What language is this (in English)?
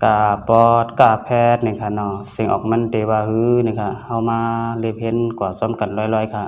Shan